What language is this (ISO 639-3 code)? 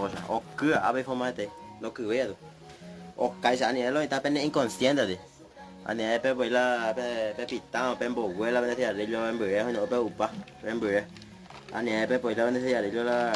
grn